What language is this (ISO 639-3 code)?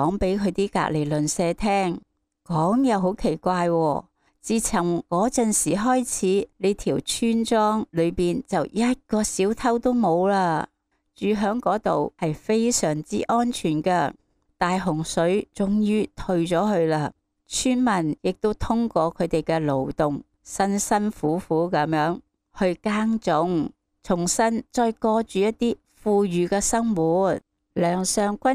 yue